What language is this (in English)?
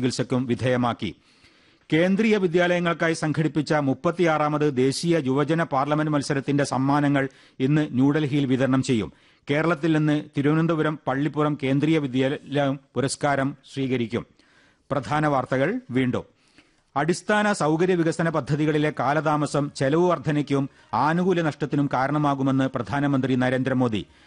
Malayalam